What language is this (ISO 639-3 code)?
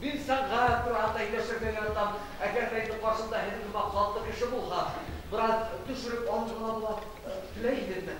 bak